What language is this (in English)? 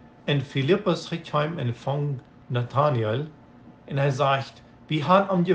Plautdietsch